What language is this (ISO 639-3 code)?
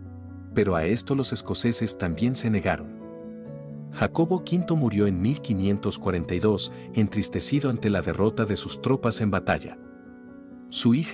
spa